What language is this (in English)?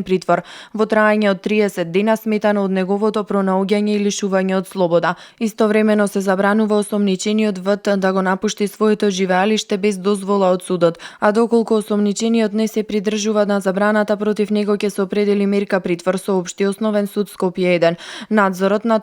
Macedonian